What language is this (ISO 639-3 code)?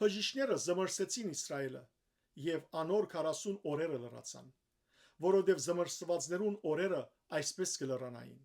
hyw